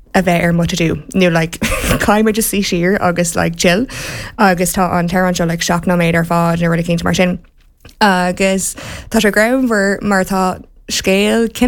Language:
Irish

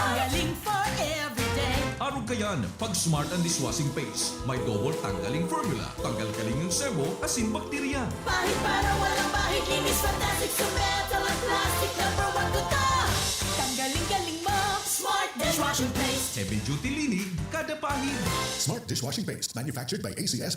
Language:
Bikol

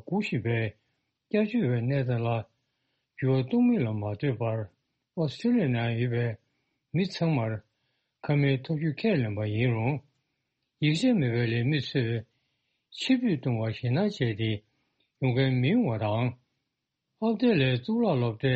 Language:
Tibetan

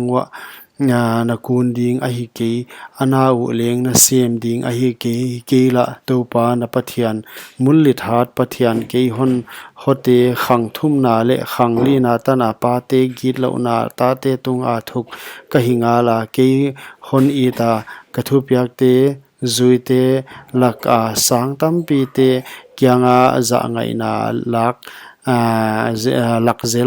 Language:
Paite Chin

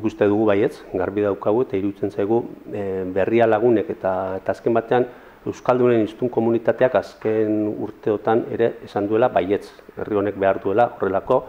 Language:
Basque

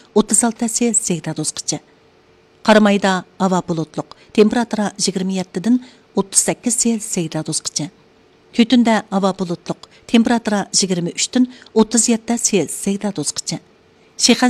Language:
Uyghur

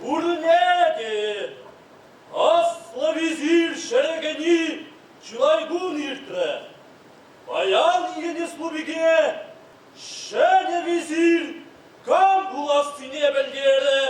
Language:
Chuvash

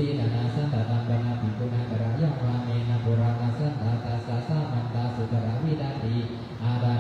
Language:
Pali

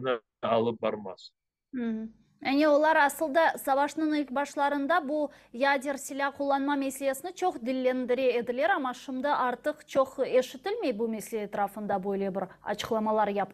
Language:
Crimean Tatar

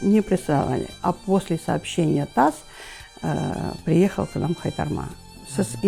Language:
Crimean Tatar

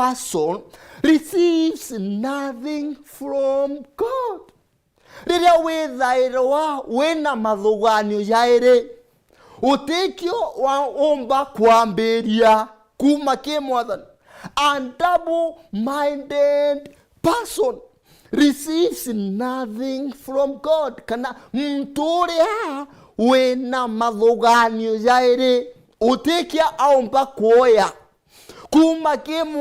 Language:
Meru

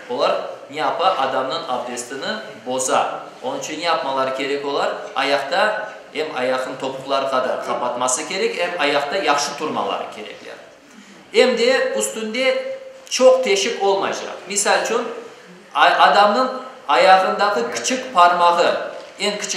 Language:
Crimean Tatar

